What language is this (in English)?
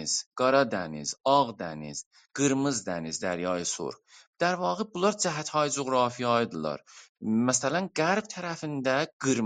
South Azerbaijani